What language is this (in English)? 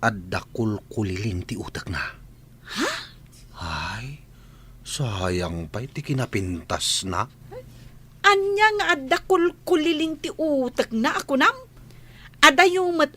Iloko